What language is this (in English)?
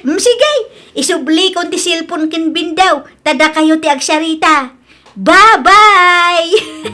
Iloko